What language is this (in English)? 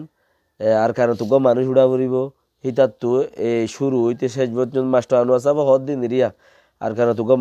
Rohingya